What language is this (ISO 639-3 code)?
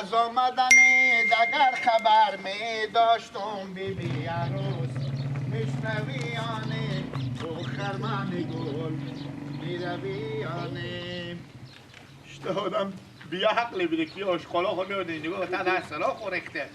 fas